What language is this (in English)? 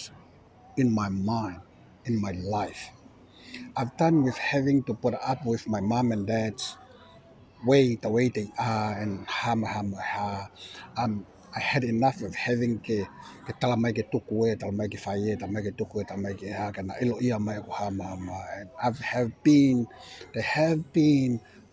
Tongan